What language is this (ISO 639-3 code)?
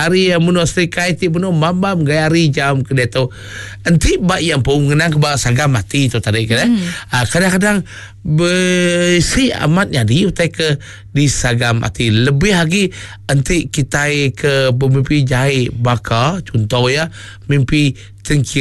iba